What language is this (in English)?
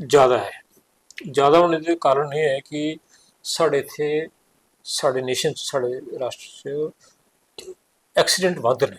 Dogri